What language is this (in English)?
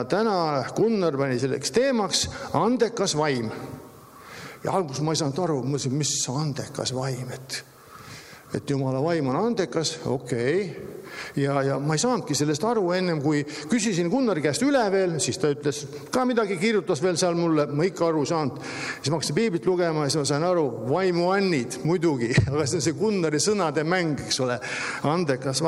Estonian